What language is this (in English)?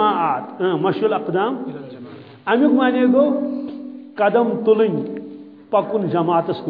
Kashmiri